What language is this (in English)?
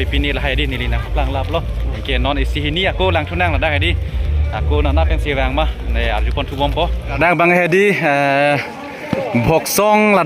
Karbi